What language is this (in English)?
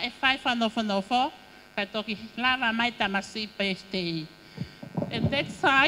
Tongan